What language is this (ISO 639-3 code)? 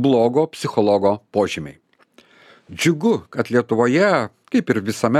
lit